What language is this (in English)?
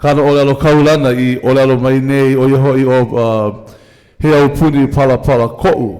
Hawaiian